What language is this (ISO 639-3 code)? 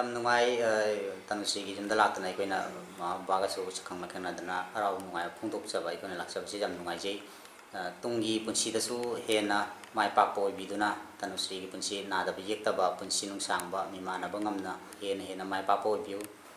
mni